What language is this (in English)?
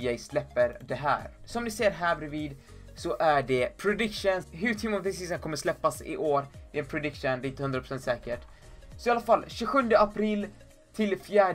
Swedish